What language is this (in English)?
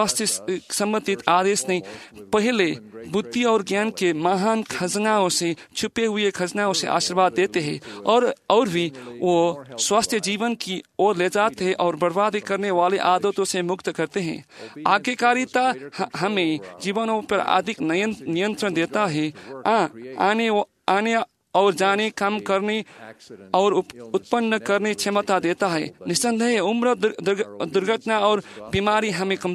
Hindi